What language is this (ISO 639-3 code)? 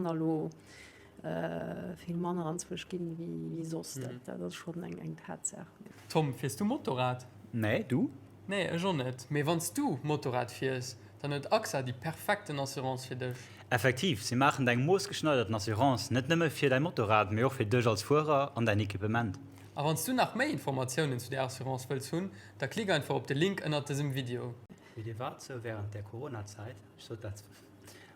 ltz